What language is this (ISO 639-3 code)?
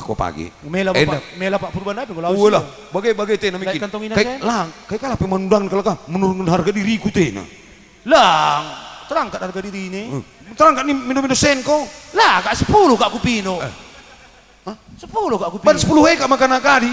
btx